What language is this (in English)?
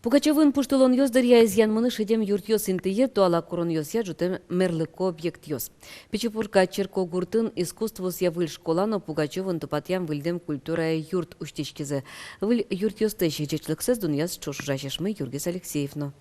Udmurt